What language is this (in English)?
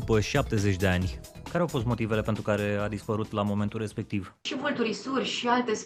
Romanian